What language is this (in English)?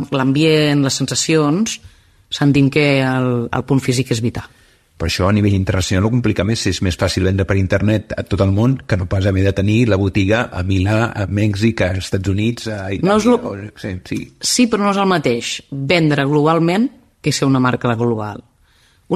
Catalan